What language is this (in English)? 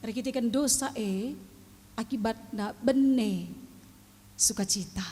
Batak Karo